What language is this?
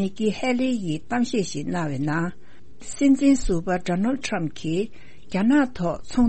Tibetan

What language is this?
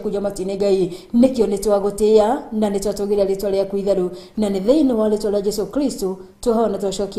Kikuyu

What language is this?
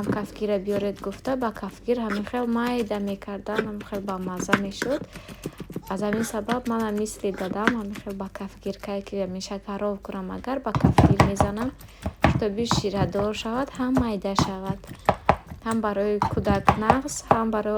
Tajik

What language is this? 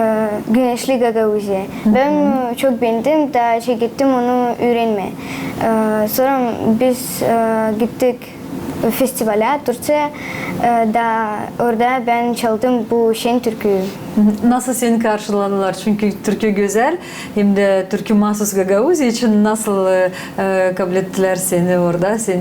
Gagauz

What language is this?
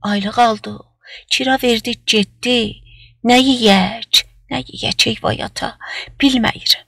South Azerbaijani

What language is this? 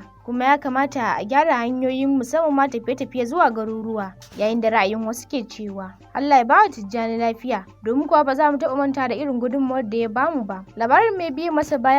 Hausa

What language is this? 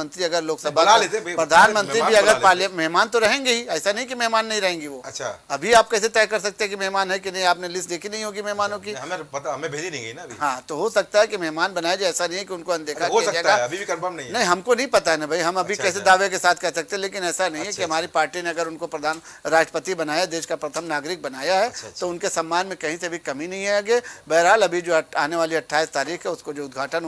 Hindi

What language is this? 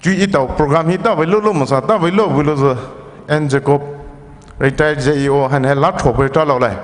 Poumei Naga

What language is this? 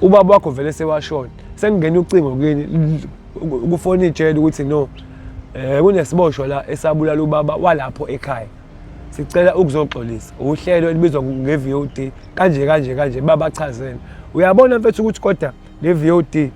Zulu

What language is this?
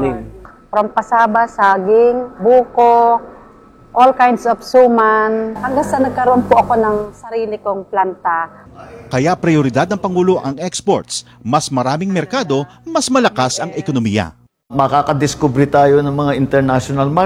Filipino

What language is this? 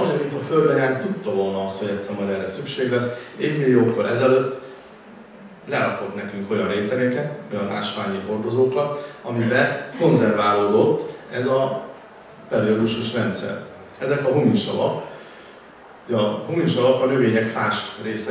Hungarian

